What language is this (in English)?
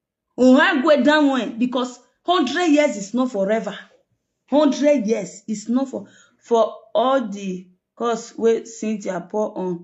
Nigerian Pidgin